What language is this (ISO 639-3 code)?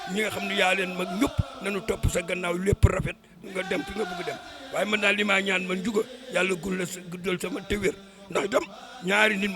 wol